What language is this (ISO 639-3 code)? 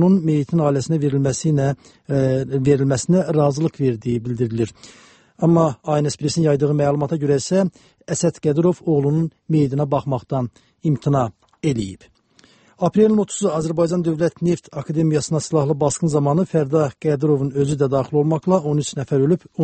aze